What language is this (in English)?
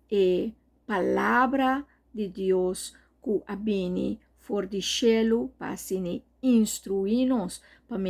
Papiamento